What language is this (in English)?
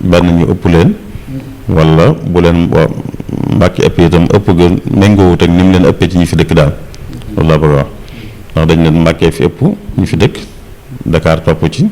Wolof